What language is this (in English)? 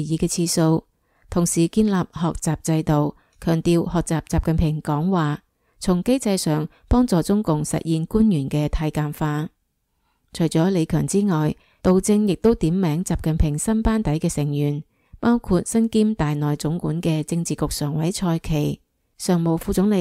Cantonese